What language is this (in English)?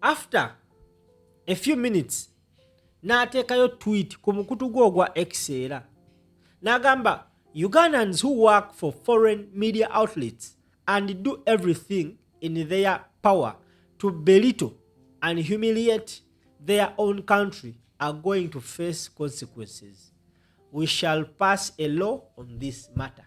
Ganda